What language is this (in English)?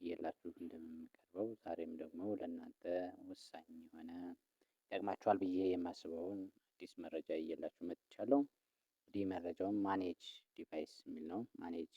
Amharic